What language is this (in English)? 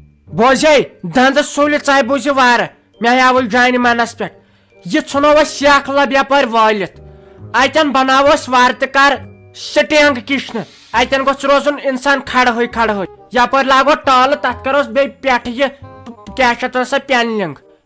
Kashmiri